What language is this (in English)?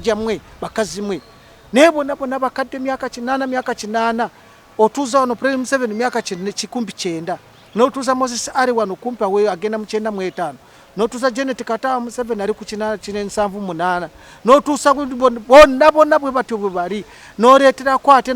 Ganda